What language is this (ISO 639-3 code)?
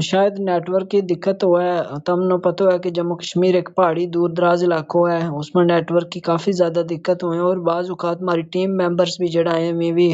gju